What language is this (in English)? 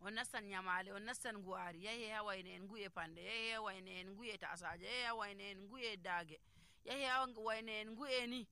Nigerian Fulfulde